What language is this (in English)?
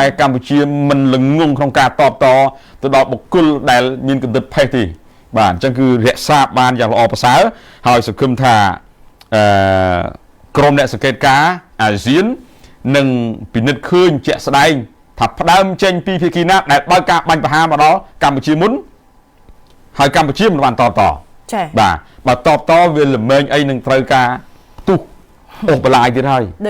Khmer